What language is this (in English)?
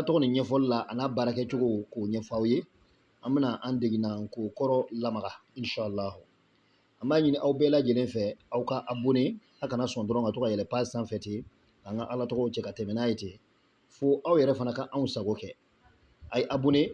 Bambara